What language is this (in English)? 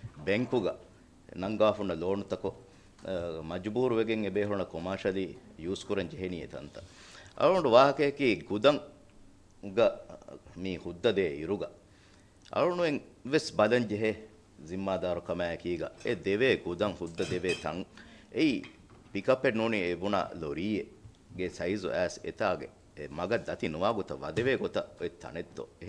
Divehi